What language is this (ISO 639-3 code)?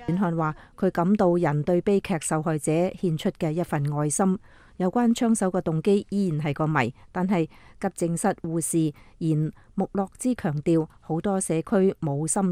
yue